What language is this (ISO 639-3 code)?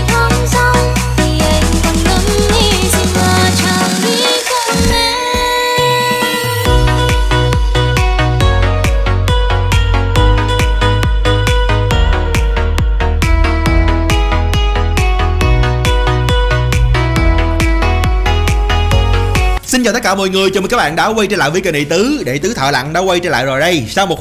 vie